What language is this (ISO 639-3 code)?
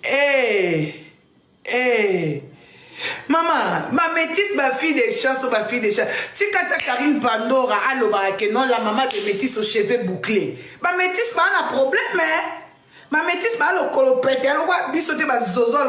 lin